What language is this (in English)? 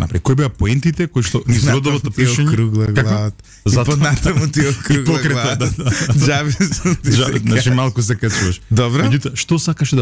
Macedonian